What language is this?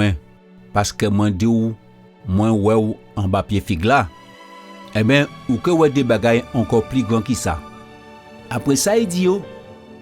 Guadeloupean Creole French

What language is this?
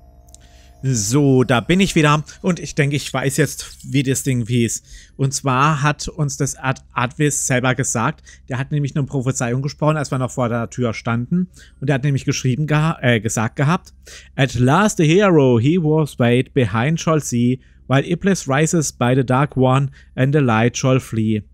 German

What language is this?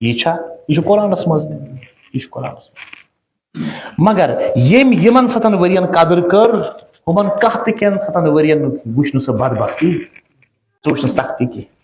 Kashmiri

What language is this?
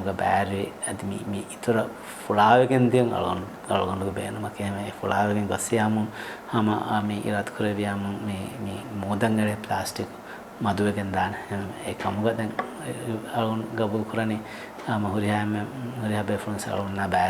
Divehi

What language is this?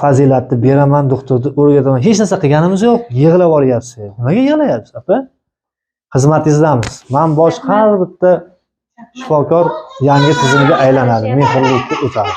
Uzbek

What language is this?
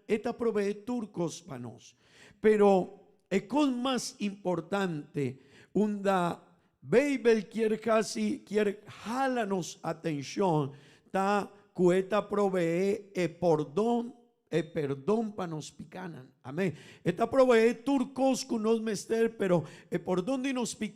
Papiamento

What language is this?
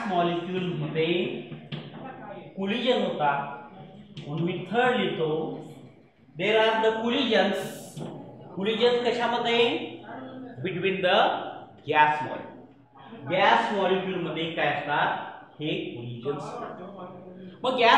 Marathi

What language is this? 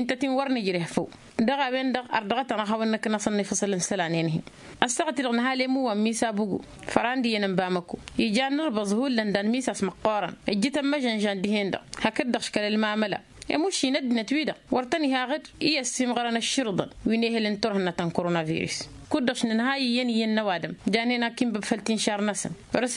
Tamasheq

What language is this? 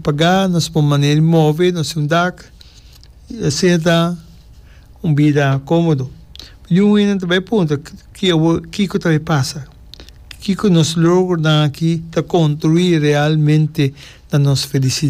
Papiamento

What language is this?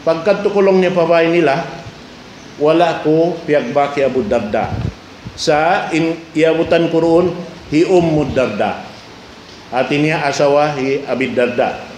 Tausug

